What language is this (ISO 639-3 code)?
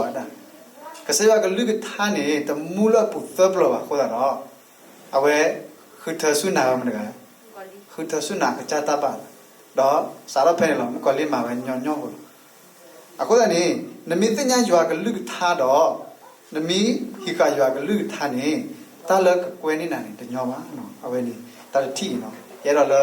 ksw